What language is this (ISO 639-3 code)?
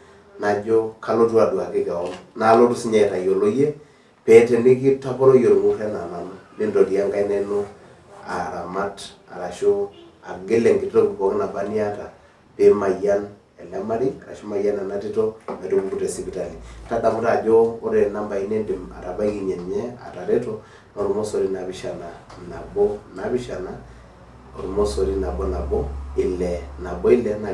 mas